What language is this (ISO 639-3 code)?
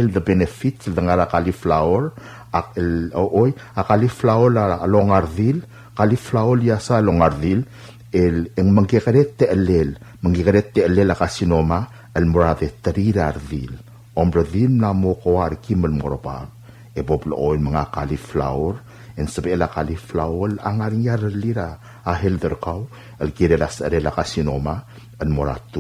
pau